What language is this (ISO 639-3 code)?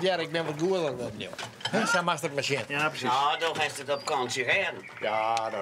fry